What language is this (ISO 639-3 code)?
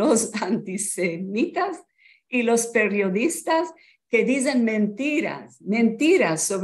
lad